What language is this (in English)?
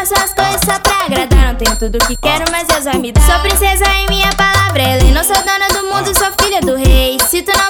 Portuguese